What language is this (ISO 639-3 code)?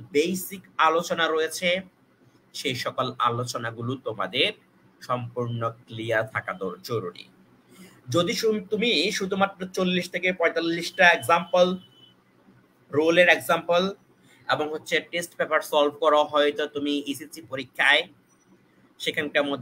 ben